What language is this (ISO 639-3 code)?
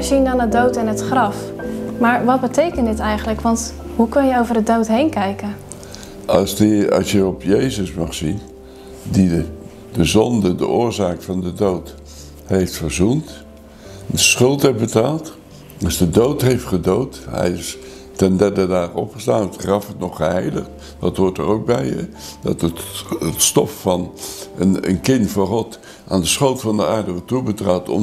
nld